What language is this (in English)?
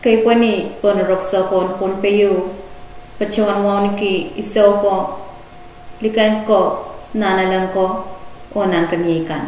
Pohnpeian